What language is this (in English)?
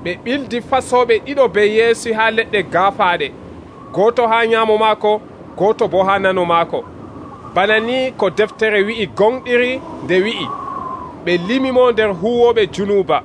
Nigerian Fulfulde